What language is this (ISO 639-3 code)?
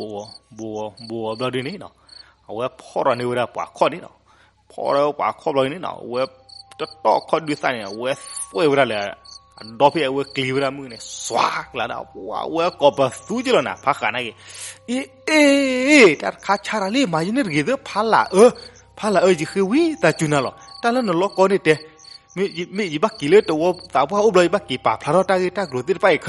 ksw